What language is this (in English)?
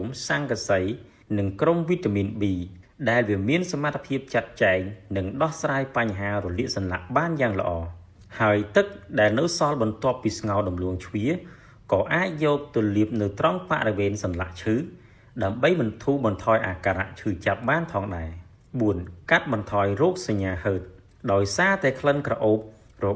Khmer